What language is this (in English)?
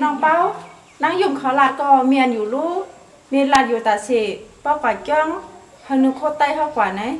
Shan